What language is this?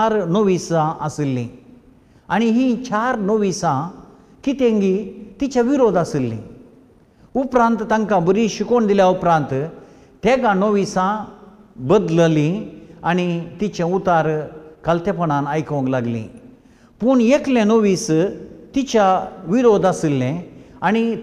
Konkani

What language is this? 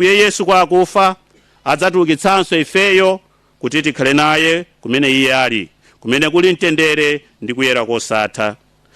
Nyanja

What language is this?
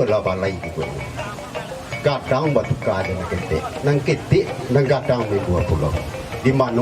Minangkabau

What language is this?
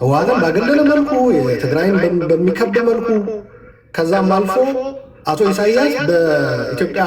Amharic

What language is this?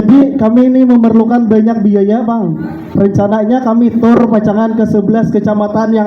Banjar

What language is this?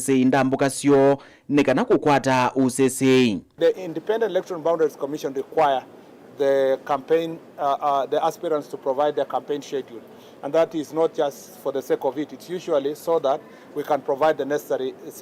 Kamba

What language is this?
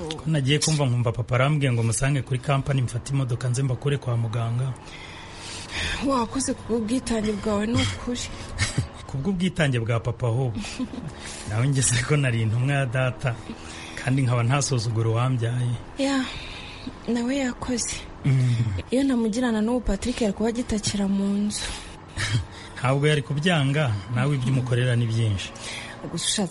Kinyarwanda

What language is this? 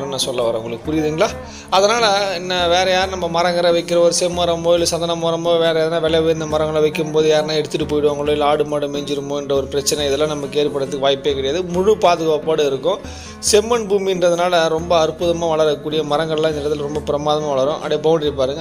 Tamil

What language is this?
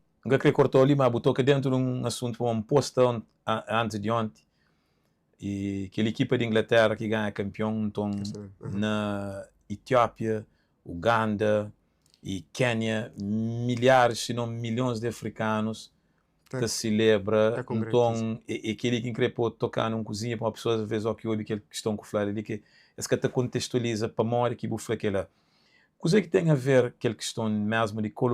Kabuverdianu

